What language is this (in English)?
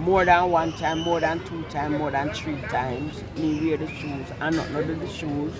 Jamaican Creole English